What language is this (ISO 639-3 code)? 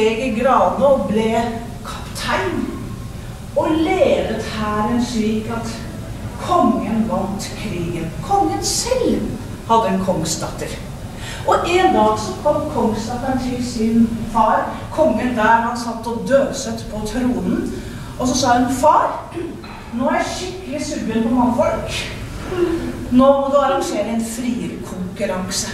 nor